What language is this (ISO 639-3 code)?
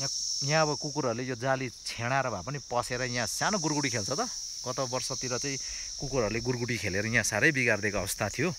nep